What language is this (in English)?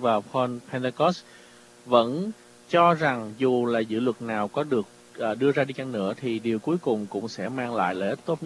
Vietnamese